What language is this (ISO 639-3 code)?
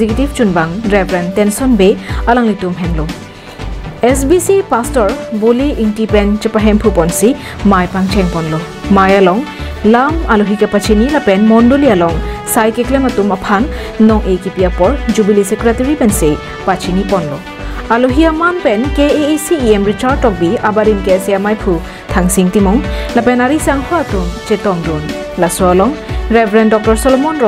mjw